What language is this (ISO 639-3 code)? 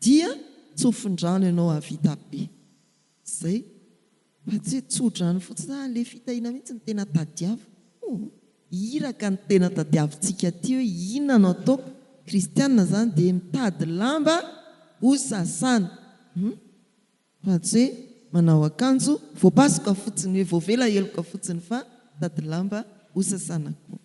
mlg